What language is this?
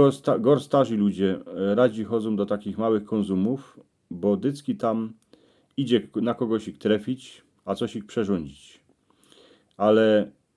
Silesian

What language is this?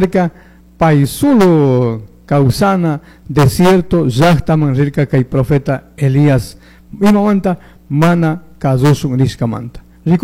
Chimborazo Highland Quichua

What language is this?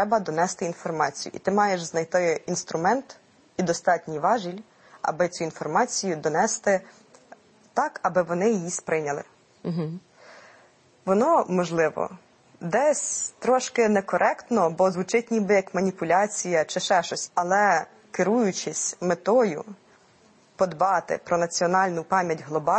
Ukrainian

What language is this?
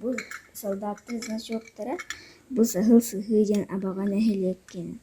Yakut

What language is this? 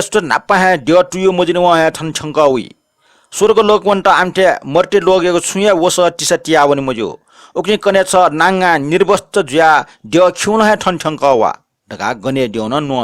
Newari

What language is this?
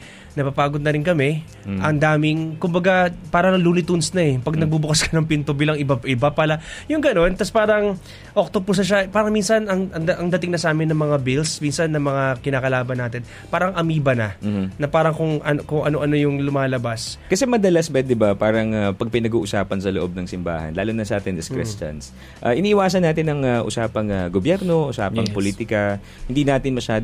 Filipino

